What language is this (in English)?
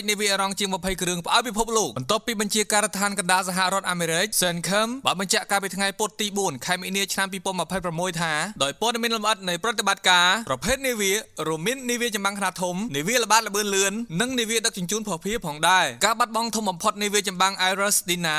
Khmer